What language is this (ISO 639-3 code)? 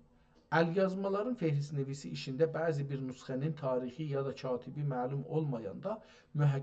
azb